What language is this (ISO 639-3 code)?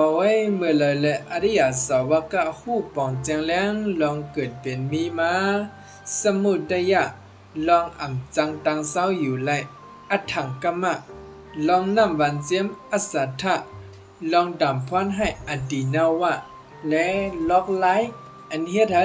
shn